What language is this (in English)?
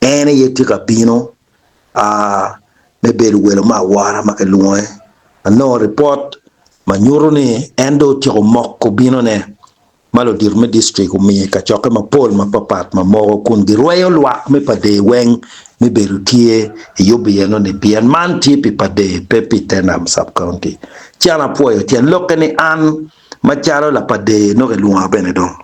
Acoli